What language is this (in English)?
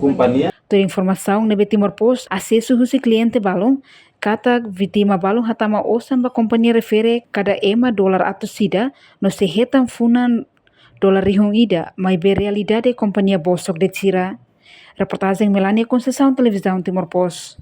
Tetum